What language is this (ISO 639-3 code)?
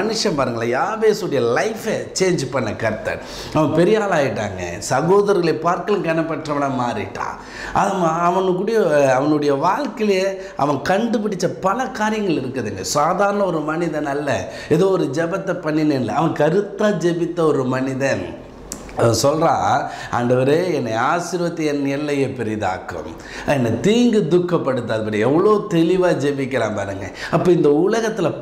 tam